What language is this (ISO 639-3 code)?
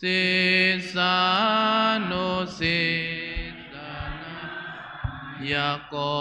pli